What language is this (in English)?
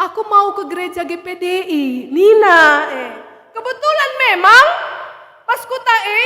Batak Karo